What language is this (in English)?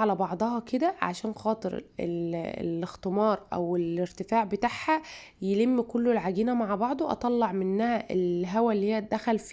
Egyptian Arabic